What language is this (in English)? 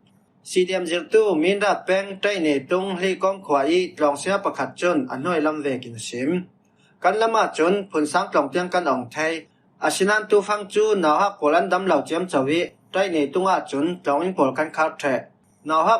Falam Chin